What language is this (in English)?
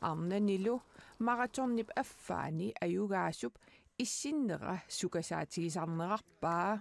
Kalaallisut